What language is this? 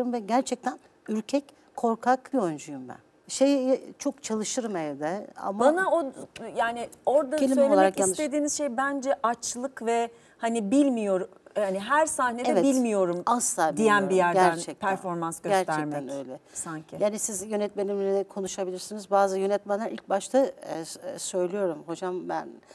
Turkish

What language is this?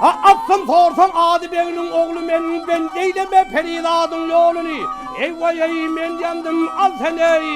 Turkmen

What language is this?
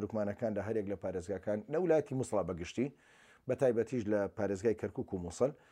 Central Kurdish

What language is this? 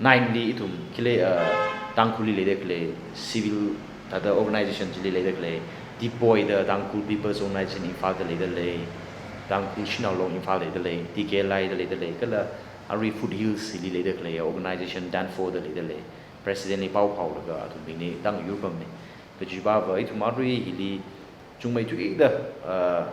Tangkhul Naga (India)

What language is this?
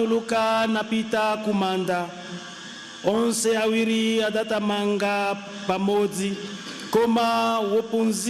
Nyanja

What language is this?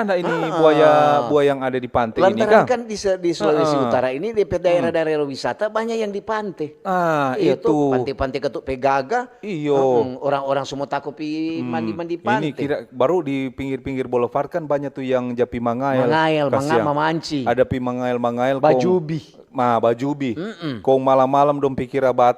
Manado Malay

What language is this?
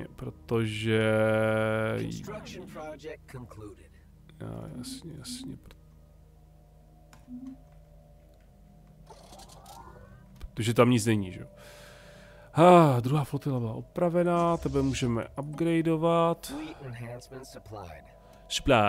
Czech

